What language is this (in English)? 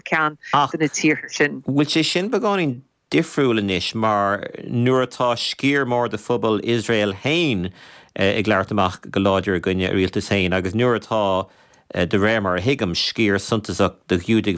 Irish